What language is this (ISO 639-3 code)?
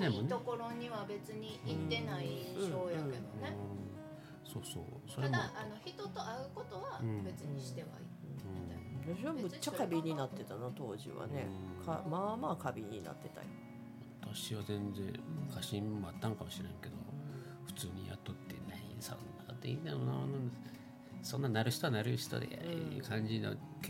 jpn